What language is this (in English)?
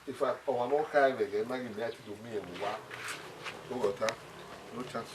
Bini